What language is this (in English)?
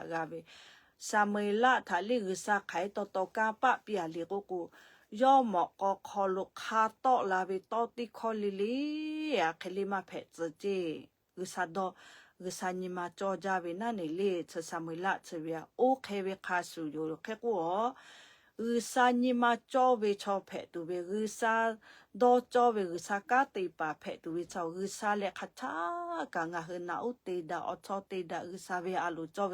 Lahu